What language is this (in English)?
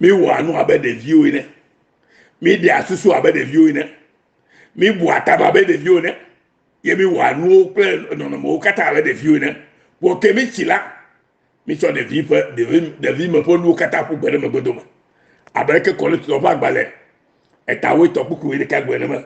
Ewe